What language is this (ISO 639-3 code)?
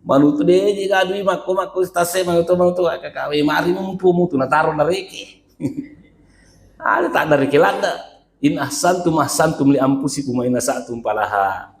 bug